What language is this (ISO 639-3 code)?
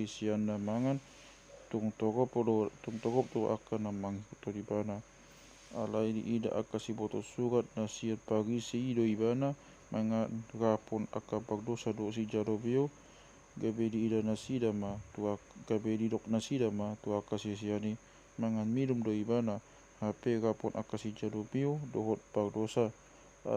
bbc